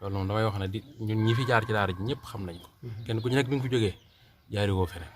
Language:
Wolof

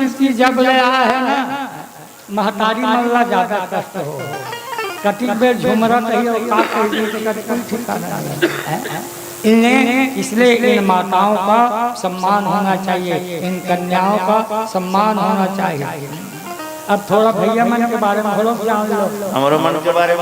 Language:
Chhattisgarhi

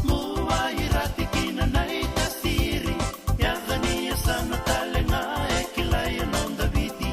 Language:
Fijian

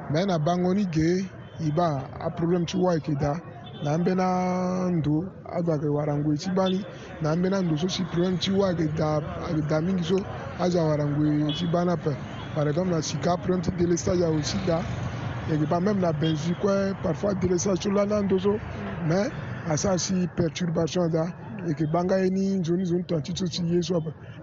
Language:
Sango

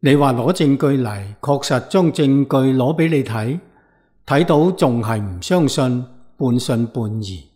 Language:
Cantonese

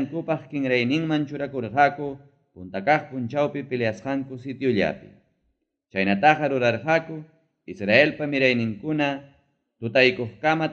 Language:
Ayacucho Quechua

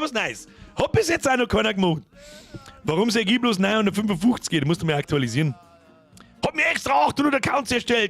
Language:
Bavarian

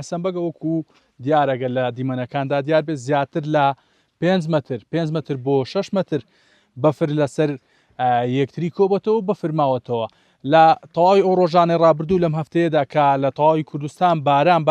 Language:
Central Kurdish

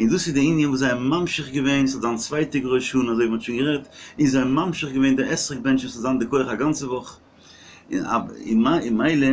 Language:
Yiddish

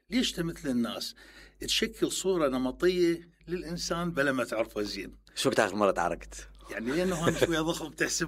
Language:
Mesopotamian Arabic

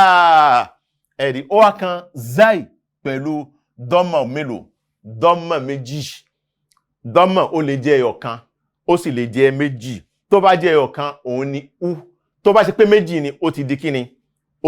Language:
Yoruba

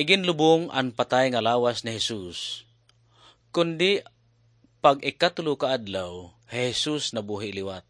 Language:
Waray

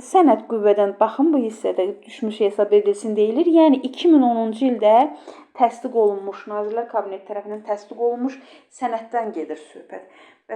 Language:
Azerbaijani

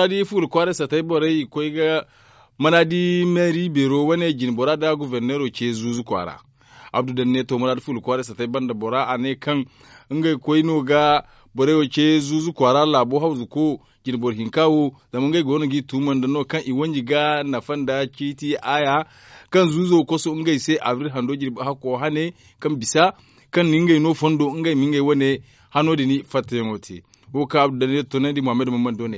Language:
Zarma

